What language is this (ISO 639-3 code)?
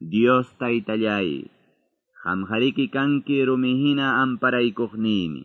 que